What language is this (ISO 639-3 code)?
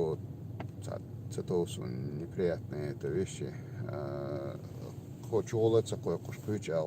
che